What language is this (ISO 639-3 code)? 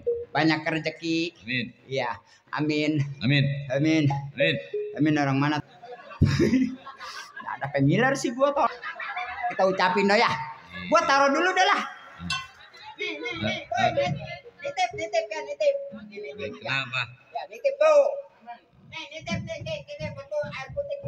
bew